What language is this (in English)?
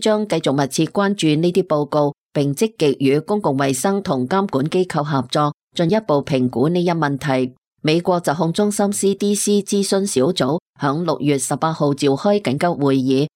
Cantonese